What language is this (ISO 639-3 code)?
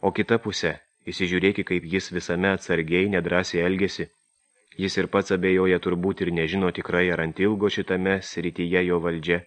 lit